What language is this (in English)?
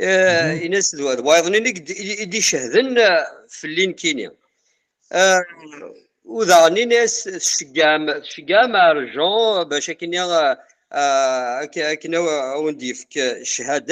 Kabyle